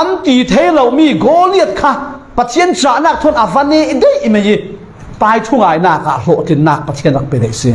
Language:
Falam Chin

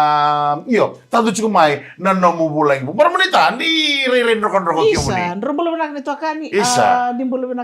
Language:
Fijian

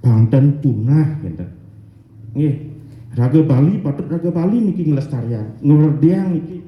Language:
Balinese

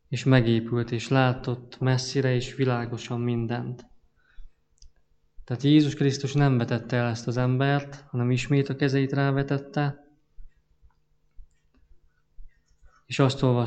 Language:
Hungarian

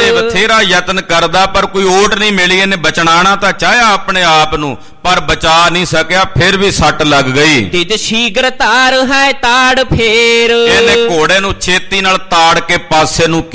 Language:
Punjabi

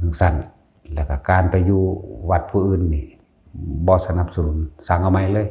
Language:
Northeastern Thai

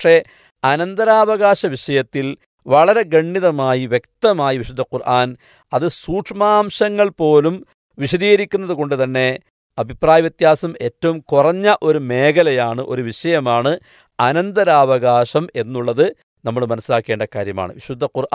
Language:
Malayalam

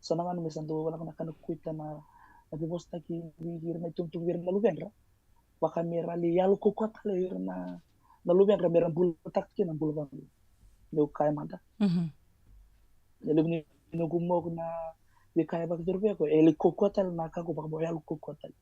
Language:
Fijian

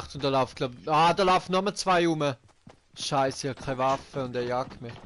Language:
Swiss German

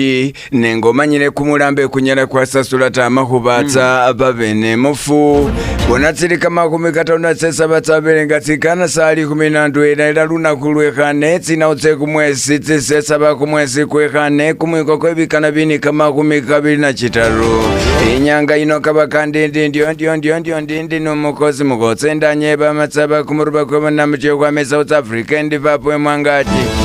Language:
Masaaba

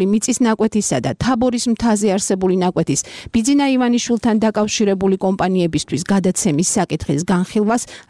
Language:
Georgian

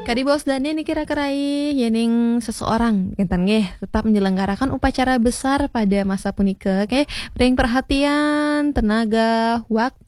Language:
Balinese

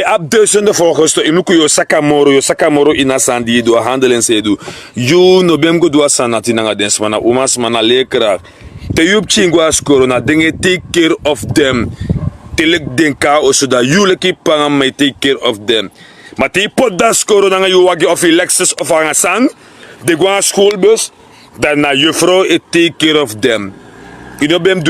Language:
Sranan Tongo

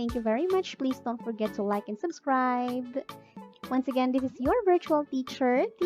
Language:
Cebuano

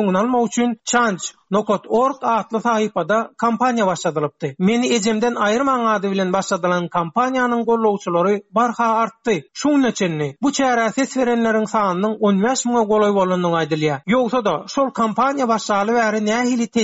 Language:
Turkmen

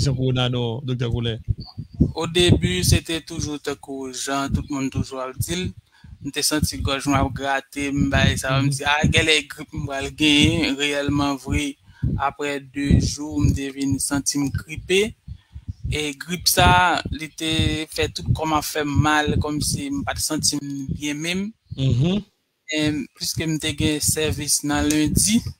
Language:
Haitian Creole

